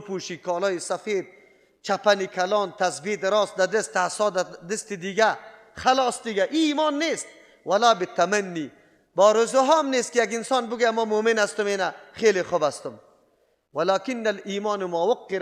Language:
Persian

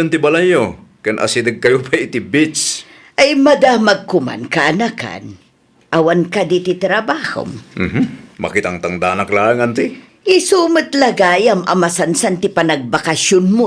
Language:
Iloko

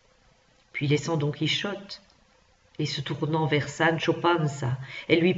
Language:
French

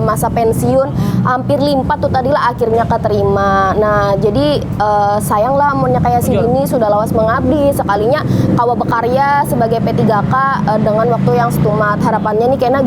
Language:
Banjar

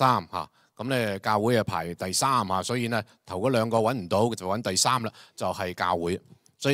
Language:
Cantonese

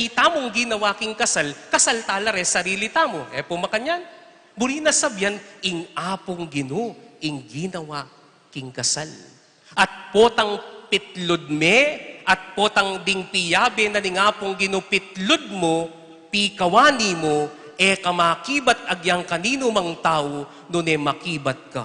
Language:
Pampanga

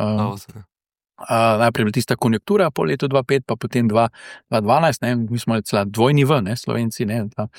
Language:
Slovenian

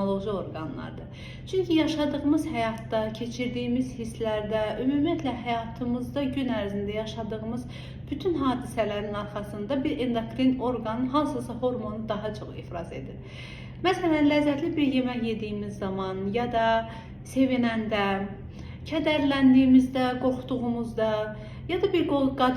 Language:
Azerbaijani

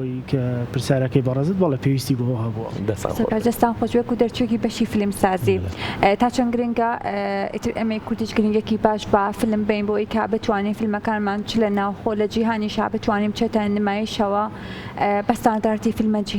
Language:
Central Kurdish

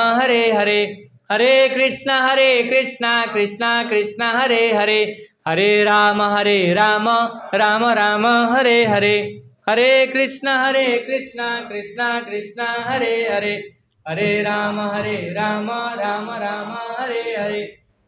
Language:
Odia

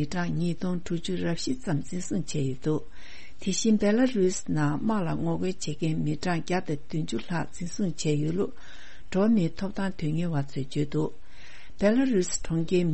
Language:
Tibetan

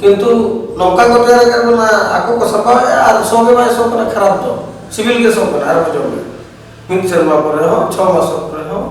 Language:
Santali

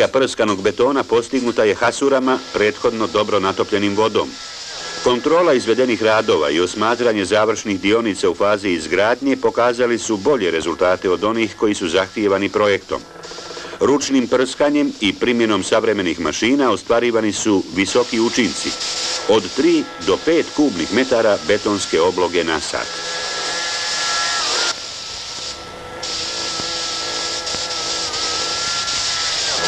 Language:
Bosnian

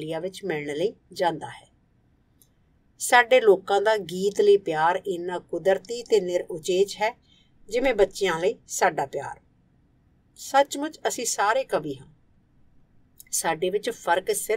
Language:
Punjabi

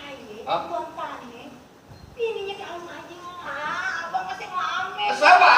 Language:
Betawi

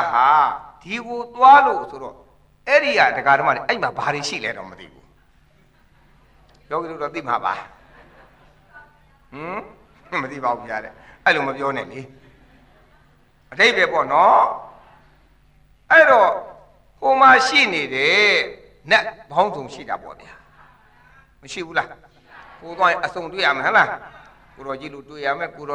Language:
Burmese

